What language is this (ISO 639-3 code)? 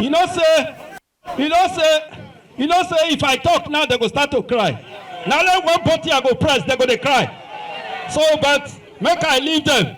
pcm